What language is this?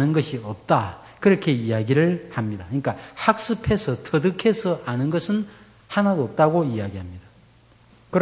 Korean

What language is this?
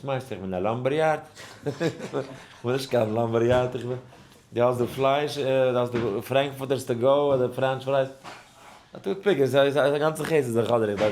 Yiddish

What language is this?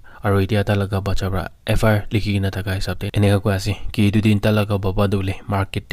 Naga Pidgin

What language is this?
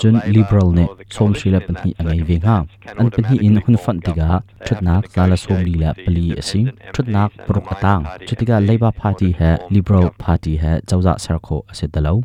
Hakha Chin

